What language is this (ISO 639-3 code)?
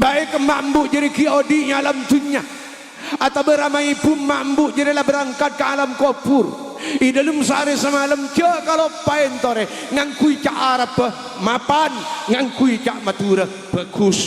mad